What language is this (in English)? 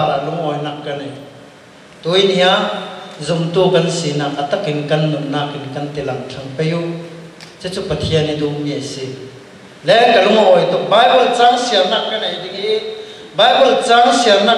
Falam Chin